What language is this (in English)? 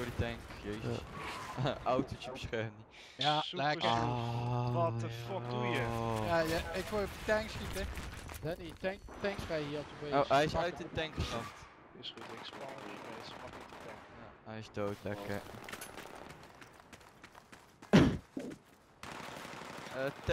Dutch